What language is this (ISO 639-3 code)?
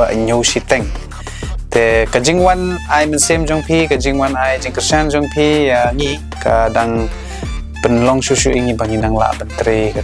kha